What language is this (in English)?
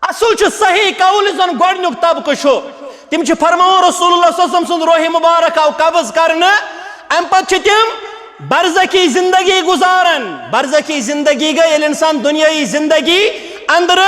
Kashmiri